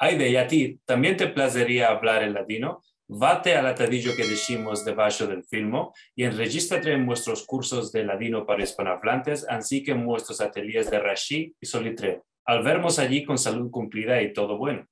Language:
Ladino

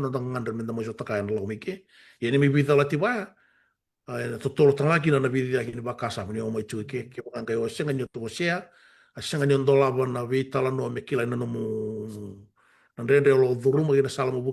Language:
Fijian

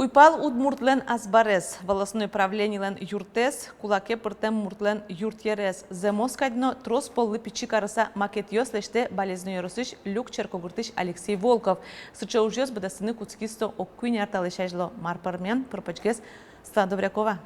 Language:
Udmurt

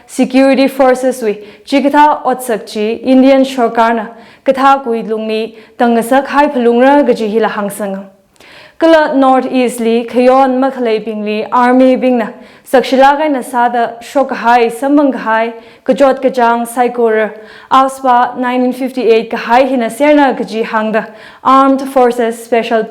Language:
Tangkhul Naga (India)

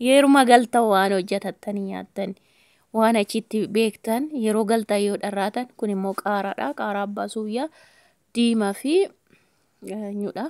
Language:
Oromo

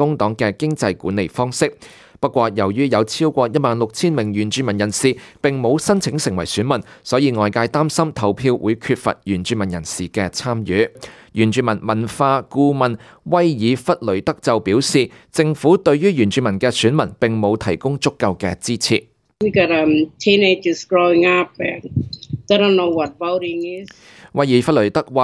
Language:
Cantonese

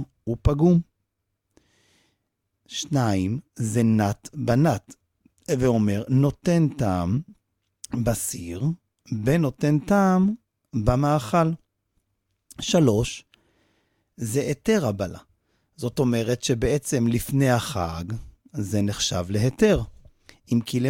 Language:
Hebrew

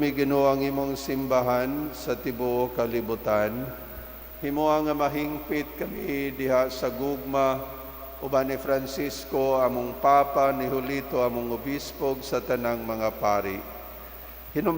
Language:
Cebuano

